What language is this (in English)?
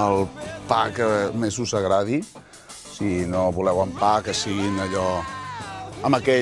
Catalan